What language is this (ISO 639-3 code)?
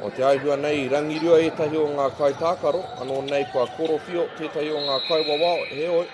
mri